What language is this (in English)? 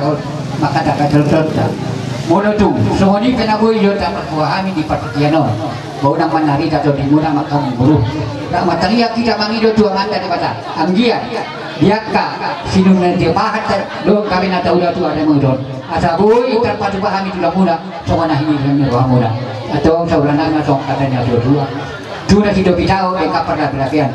Batak Toba